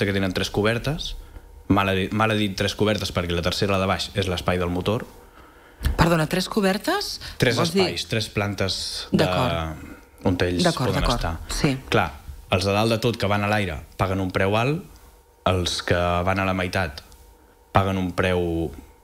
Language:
Catalan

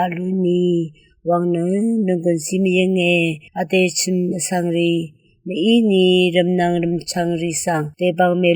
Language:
Rawang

